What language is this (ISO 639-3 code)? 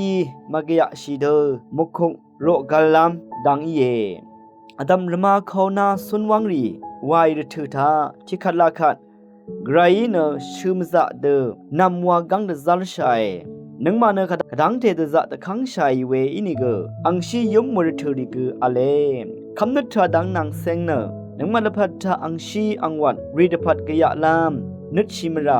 raw